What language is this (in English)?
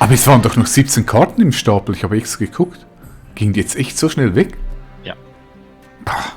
Swiss German